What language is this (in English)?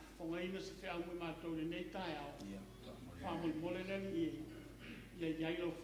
Samoan